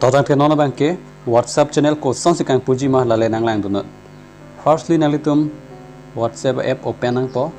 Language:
Karbi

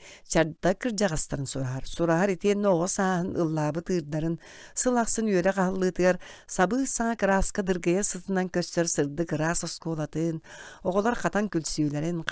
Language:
Yakut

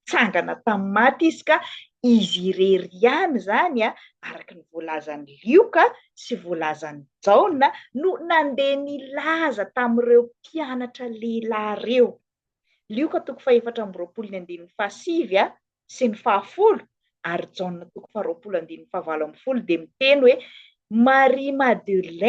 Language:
Malagasy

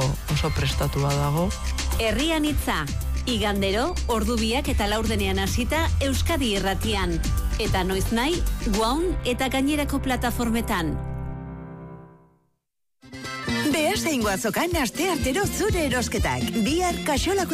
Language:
Basque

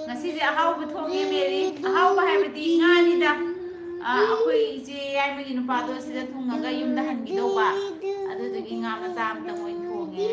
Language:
Manipuri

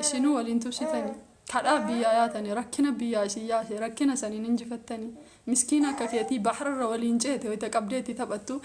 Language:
Oromo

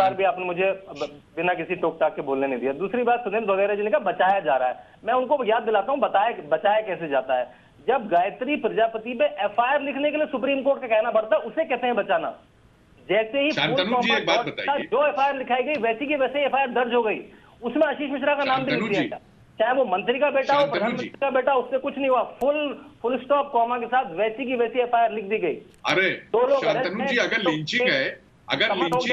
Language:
Hindi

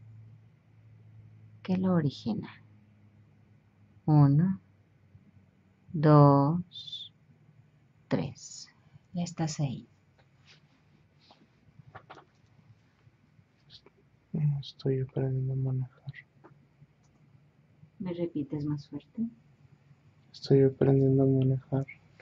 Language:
Spanish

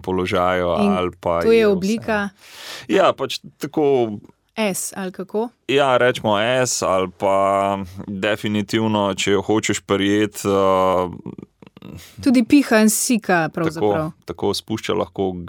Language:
Slovenian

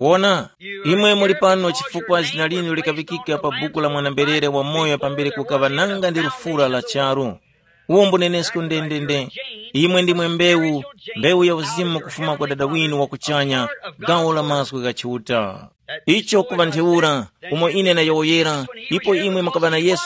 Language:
Tumbuka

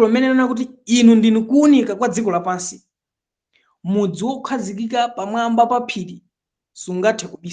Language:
Nyanja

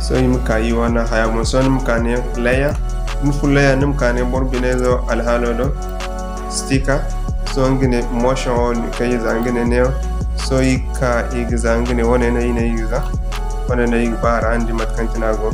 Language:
Zarma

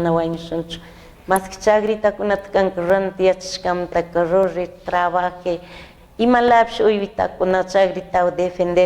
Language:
Chimborazo Highland Quichua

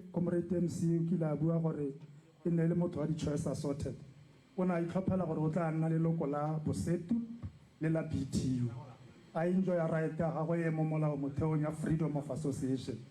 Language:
Tswana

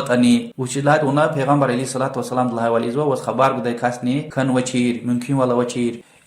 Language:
Lezghian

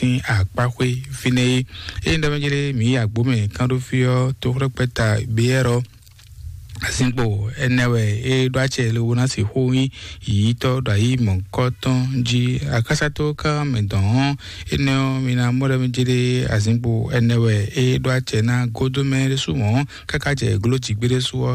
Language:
Fon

